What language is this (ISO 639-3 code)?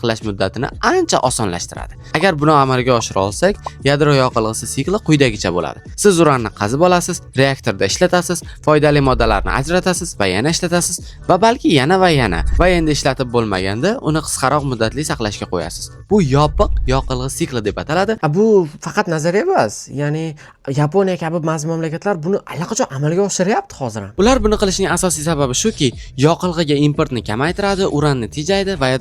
uzb